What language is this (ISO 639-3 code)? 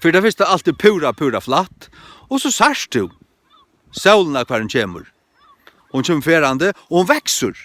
fao